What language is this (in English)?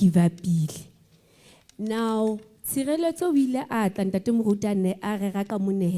Southern Sotho